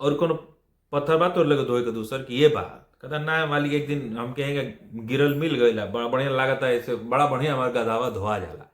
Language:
Bhojpuri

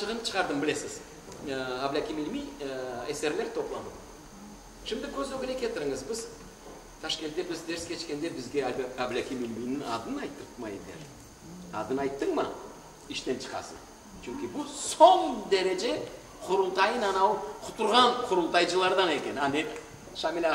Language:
Crimean Tatar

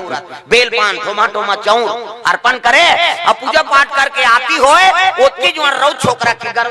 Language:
Chhattisgarhi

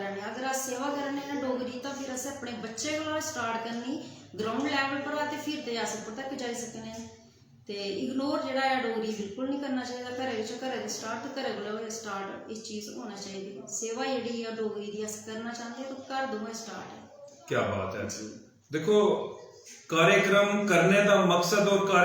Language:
Dogri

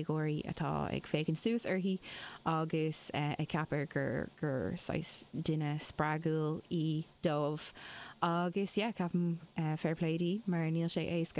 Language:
Irish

